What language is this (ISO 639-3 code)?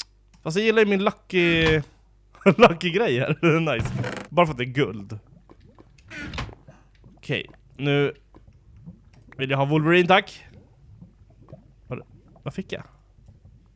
swe